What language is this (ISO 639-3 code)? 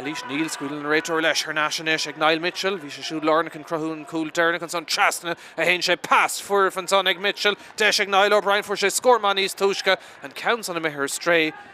gle